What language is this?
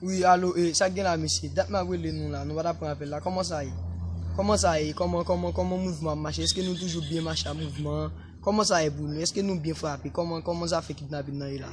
Haitian Creole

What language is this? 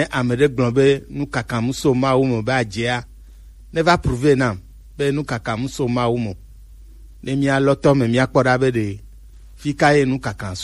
Gen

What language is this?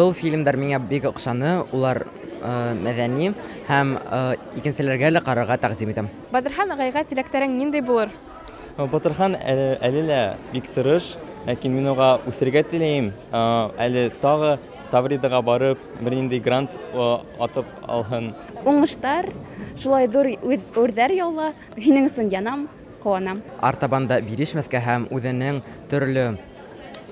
Bashkir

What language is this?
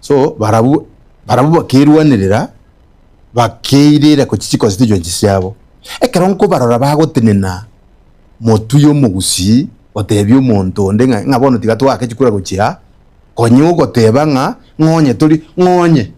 Gusii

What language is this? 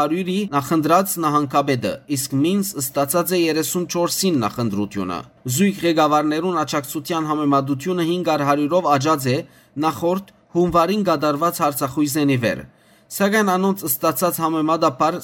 Western Armenian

